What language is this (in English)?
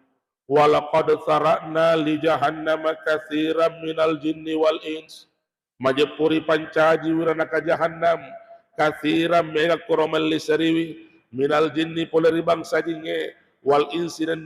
Buginese